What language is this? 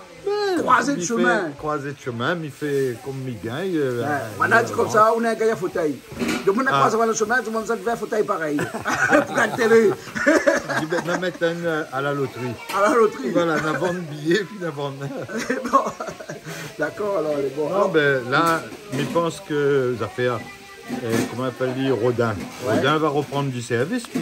Réunion Creole French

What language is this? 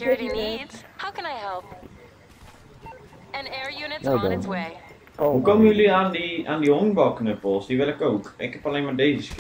Dutch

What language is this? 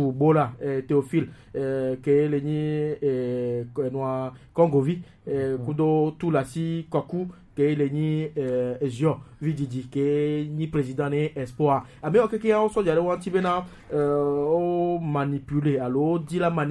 Gen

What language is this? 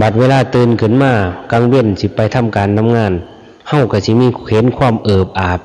Lao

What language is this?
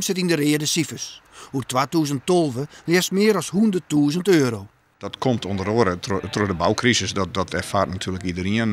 Western Frisian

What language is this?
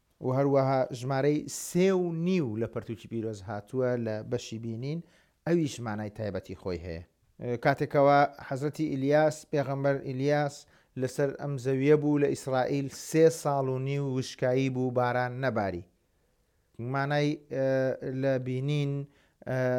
Central Kurdish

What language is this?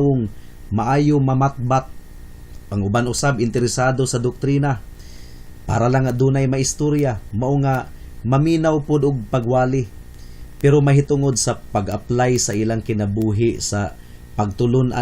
Cebuano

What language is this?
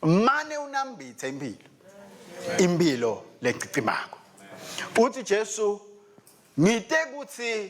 Swati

